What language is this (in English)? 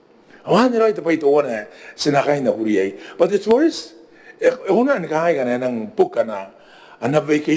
Gilbertese